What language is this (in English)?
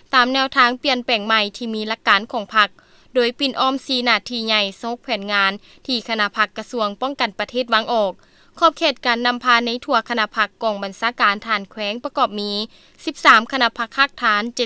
Lao